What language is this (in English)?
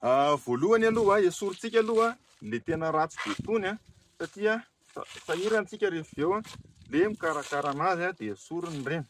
Malagasy